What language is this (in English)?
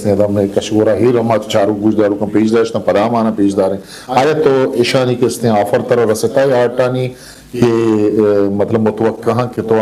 Eastern Balochi